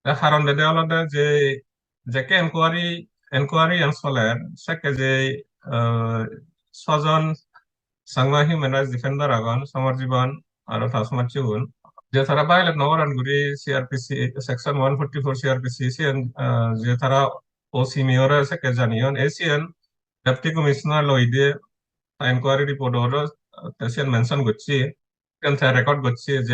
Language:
Chakma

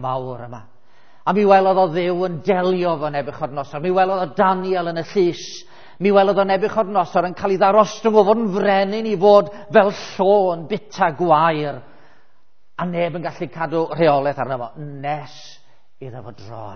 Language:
Welsh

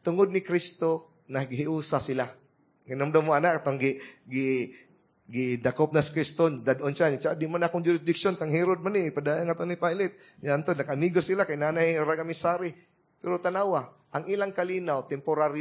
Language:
Cebuano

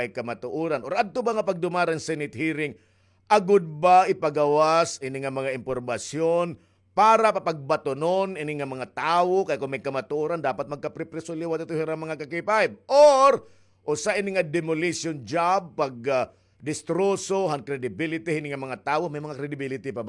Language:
Waray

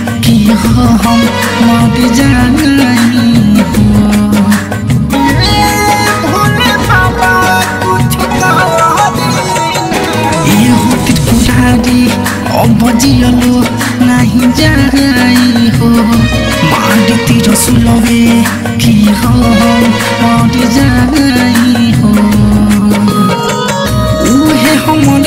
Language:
Bhojpuri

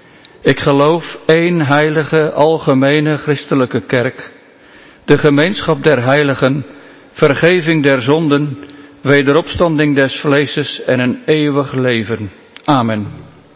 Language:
Dutch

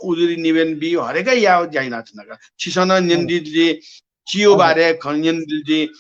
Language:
Newari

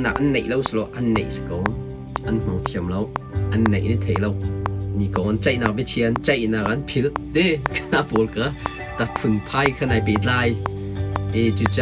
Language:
Hakha Chin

